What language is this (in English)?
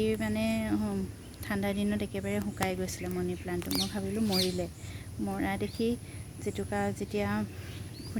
Assamese